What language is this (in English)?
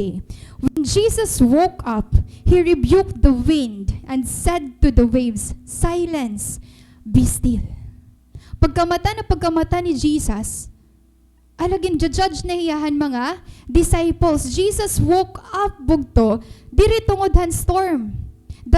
Waray